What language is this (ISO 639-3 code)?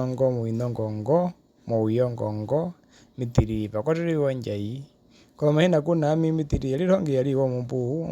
her